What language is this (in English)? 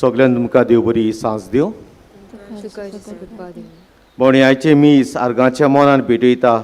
Konkani